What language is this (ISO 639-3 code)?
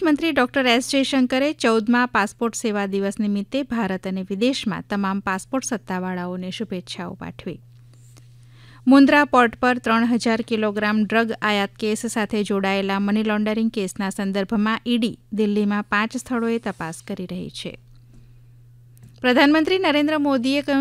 guj